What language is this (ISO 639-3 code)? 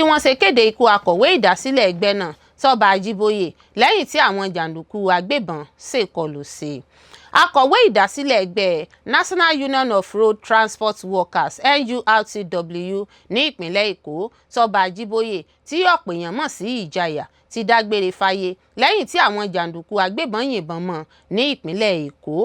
yor